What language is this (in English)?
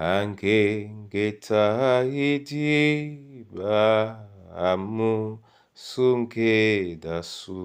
Duala